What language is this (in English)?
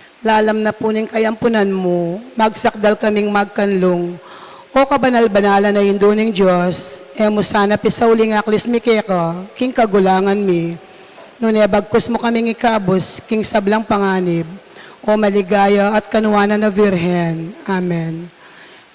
Pampanga